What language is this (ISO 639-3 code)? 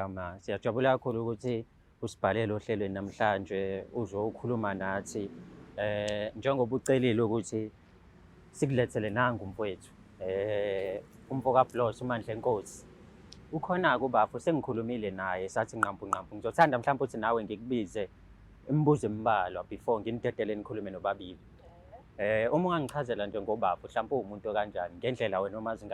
zul